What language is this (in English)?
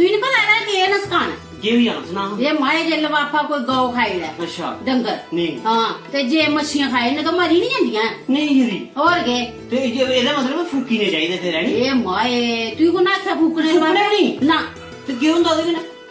Dogri